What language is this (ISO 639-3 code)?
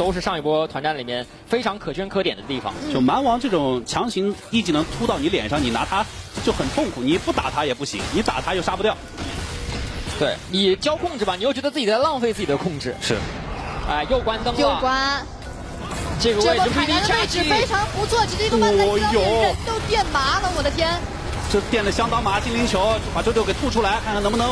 zho